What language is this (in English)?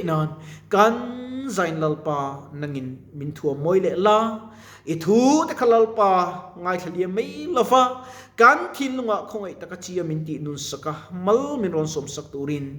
Mizo